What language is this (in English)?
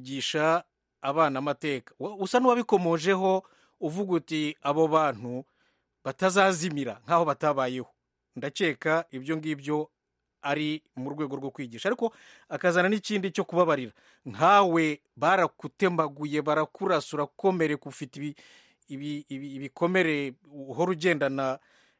Kinyarwanda